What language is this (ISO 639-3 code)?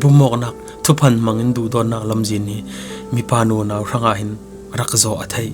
cfm